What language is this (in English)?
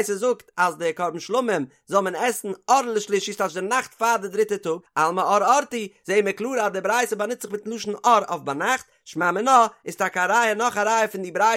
Yiddish